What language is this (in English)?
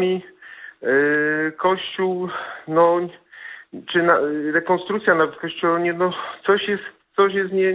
Polish